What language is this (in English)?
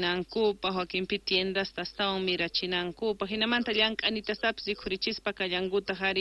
South Bolivian Quechua